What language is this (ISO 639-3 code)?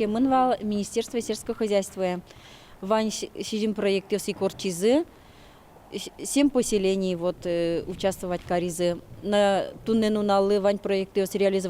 udm